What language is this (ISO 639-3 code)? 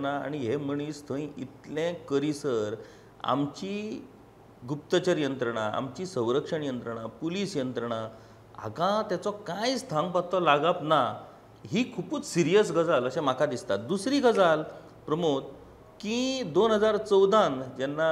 kok